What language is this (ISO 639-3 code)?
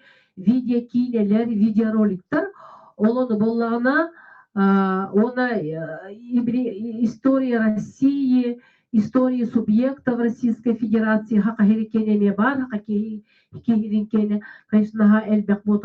sah